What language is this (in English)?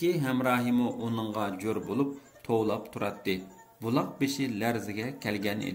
Uyghur